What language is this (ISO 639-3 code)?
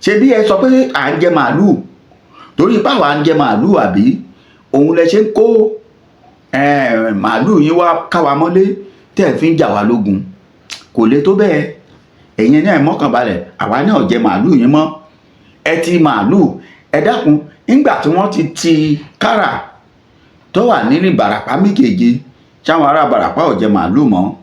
yor